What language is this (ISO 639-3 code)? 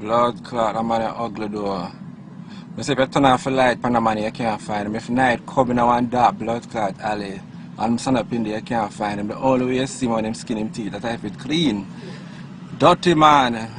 jam